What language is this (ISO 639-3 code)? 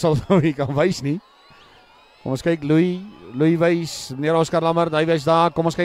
afr